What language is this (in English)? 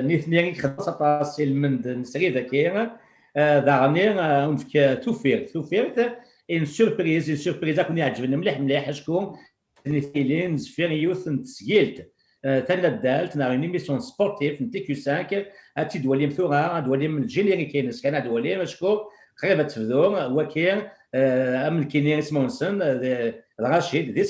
Kabyle